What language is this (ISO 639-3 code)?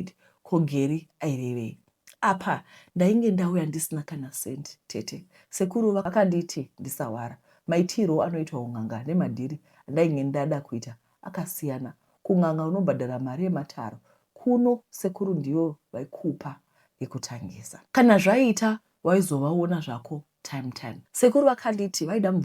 sna